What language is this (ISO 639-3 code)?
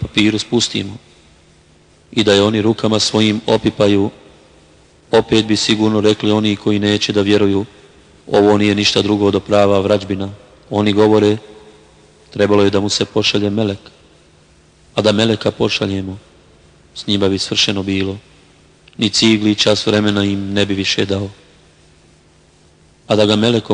bos